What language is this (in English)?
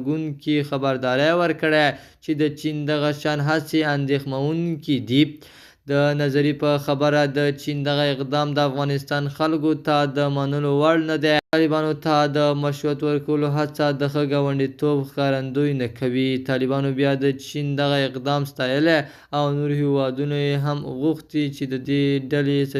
Pashto